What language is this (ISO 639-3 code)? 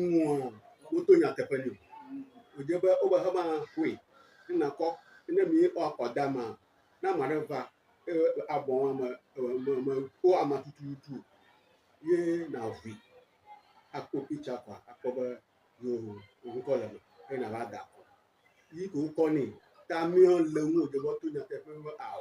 ewe